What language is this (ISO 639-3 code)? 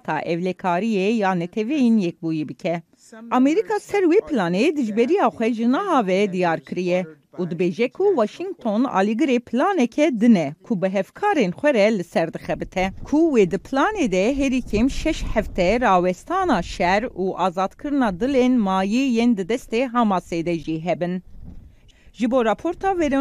kur